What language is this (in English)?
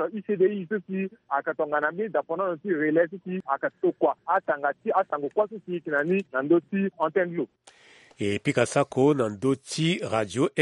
Sango